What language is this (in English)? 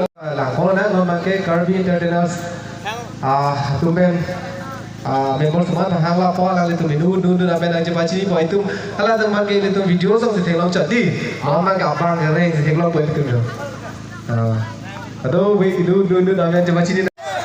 Karbi